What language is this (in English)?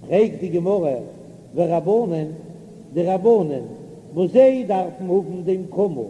Yiddish